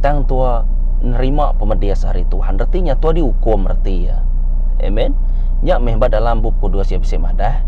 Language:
Iban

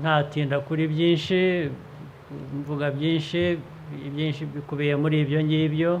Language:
Kinyarwanda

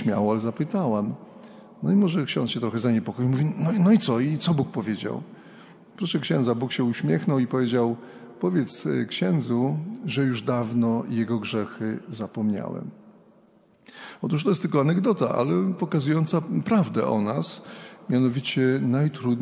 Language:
Polish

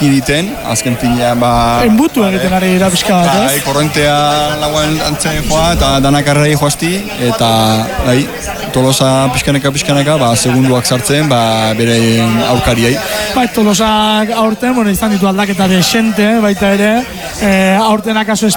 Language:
Basque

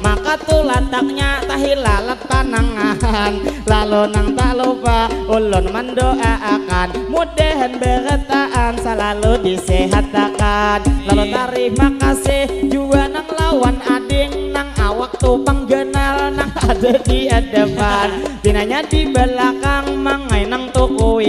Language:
Banjar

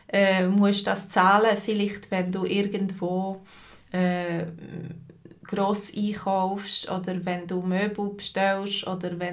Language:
Swiss German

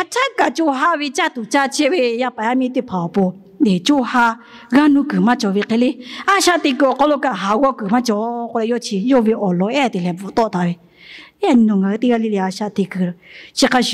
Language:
Lahu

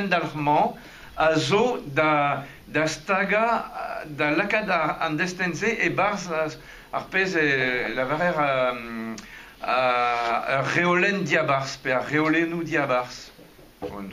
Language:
Breton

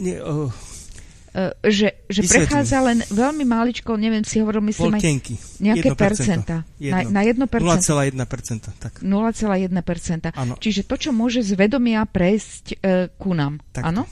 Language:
Slovak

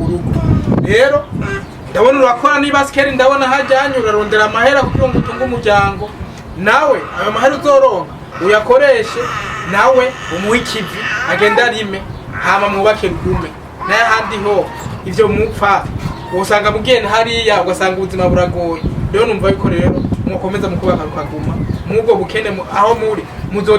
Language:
Rundi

